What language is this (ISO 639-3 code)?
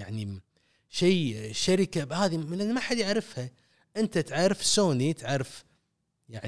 afb